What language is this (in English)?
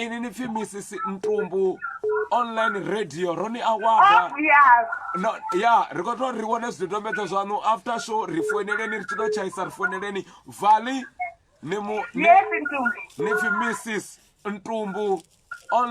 Venda